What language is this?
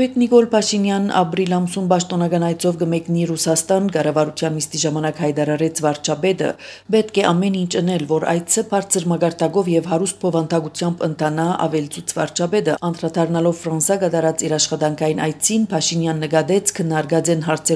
Armenian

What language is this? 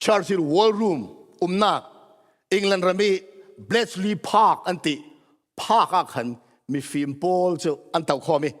Falam Chin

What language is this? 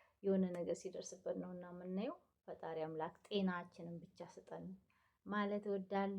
Amharic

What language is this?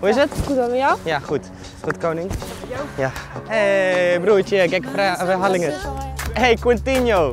Western Frisian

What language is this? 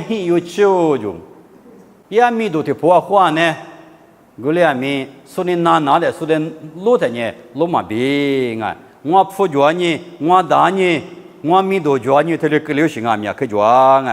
Lisu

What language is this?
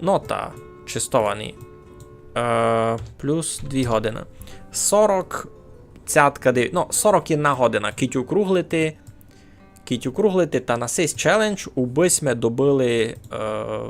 Rusyn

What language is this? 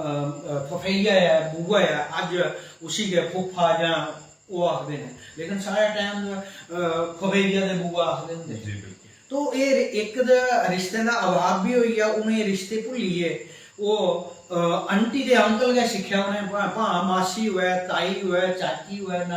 Dogri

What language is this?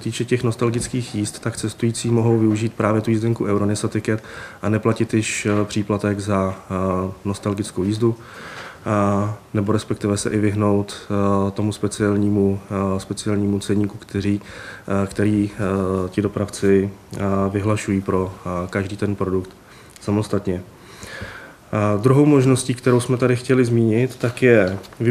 Czech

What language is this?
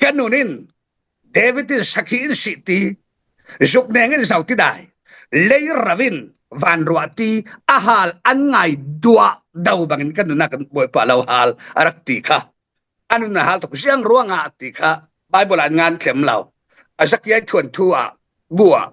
Falam Chin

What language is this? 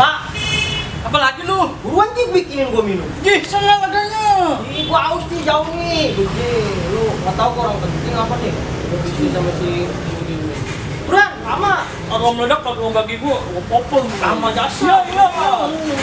Betawi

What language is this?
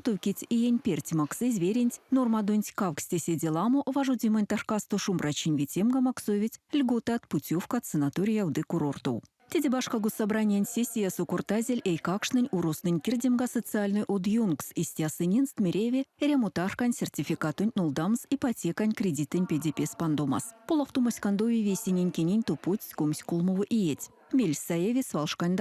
Erzya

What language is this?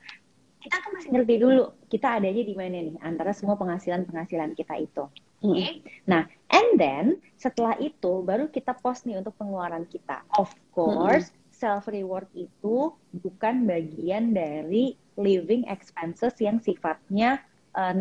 Indonesian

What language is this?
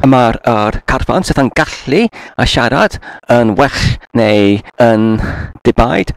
Welsh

